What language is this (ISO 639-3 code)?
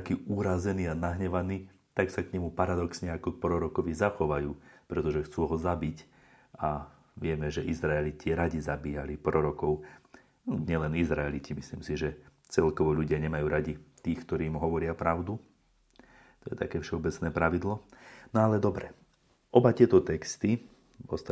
slk